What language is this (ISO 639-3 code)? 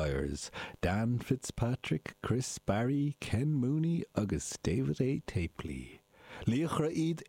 gle